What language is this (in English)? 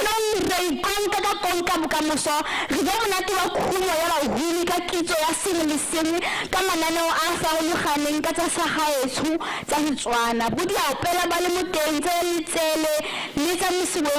Tswana